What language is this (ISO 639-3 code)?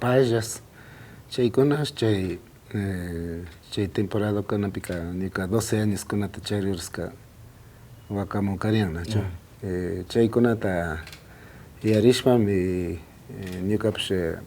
qvi